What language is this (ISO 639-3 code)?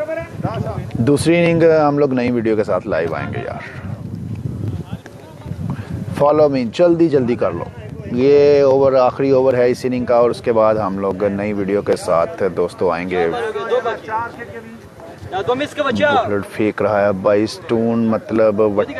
hin